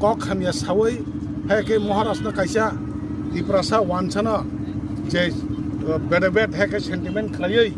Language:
Kok Borok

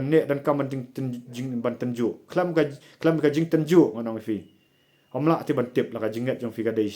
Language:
Khasi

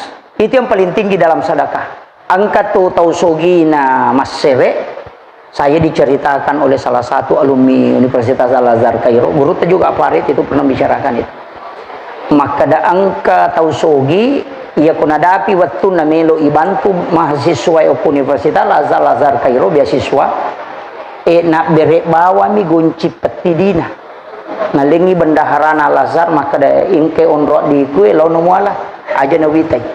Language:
Buginese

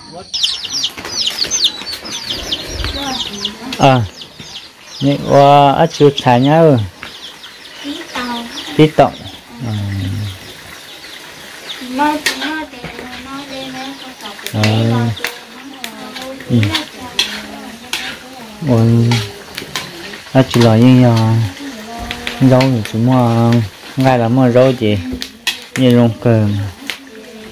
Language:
Vietnamese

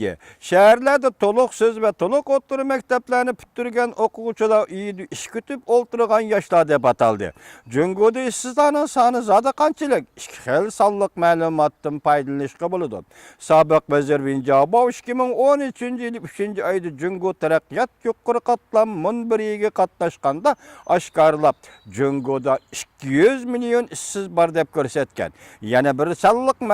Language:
Uyghur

